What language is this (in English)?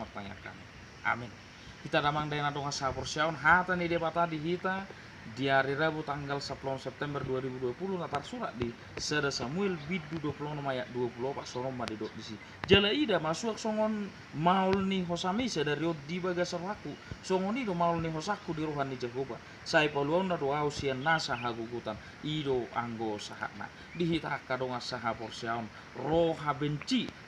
Batak Toba